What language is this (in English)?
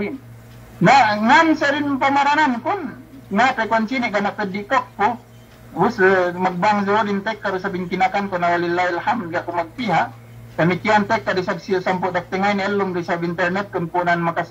Yakan